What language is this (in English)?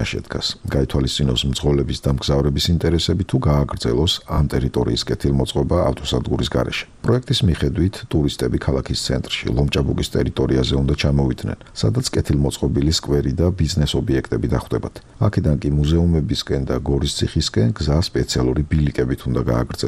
Georgian